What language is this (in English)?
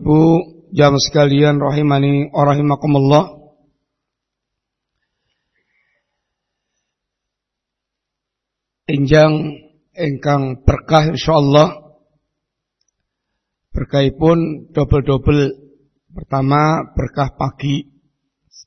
Indonesian